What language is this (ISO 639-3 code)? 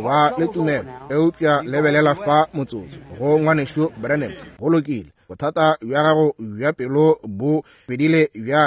nso